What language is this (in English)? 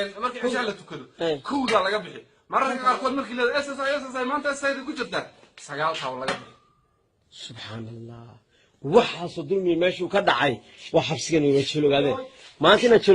Somali